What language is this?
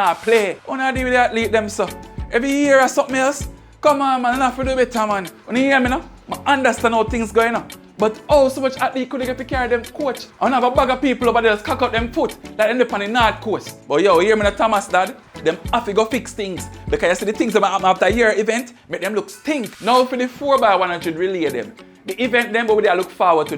Jamaican Creole English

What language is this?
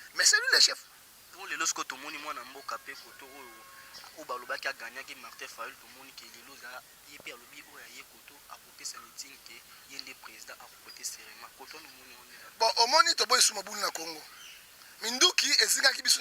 Lingala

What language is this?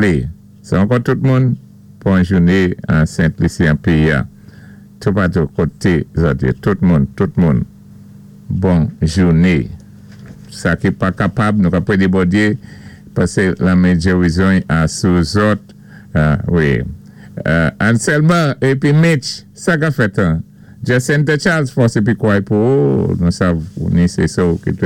Saint Lucian Creole French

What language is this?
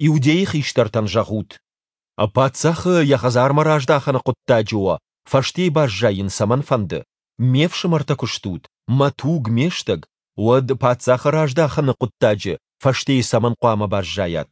Ossetic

